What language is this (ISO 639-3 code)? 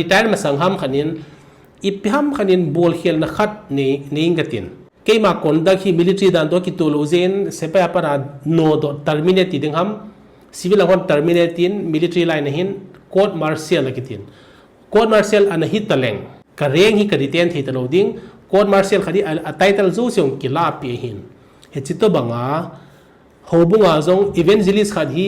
tcz